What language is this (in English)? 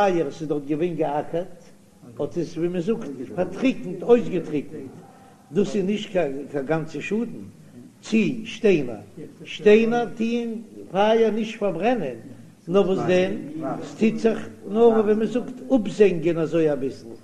Yiddish